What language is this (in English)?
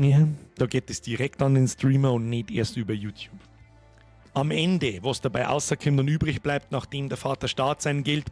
Bavarian